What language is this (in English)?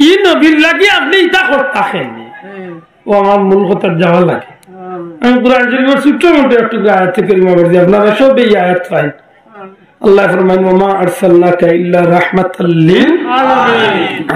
Sylheti